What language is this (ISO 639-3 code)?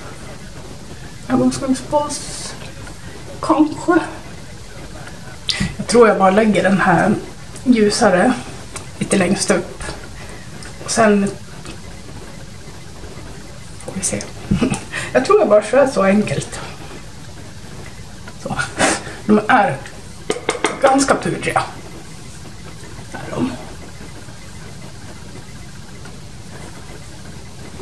swe